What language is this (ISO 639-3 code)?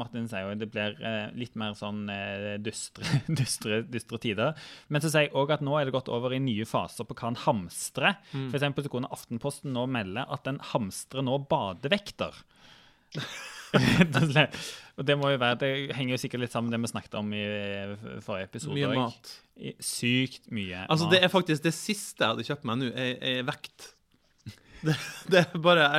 nor